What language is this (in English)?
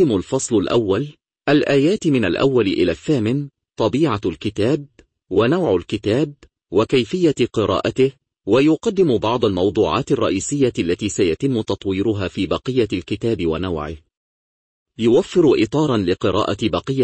Arabic